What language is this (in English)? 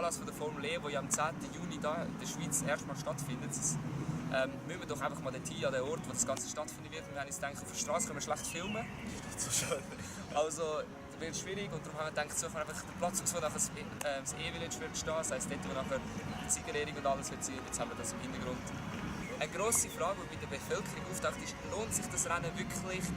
Swiss German